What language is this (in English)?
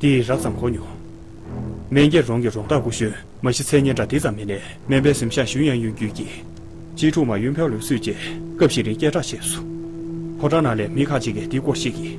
Tibetan